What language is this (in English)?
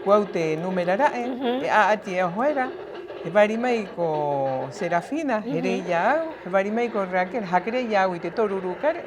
Rapanui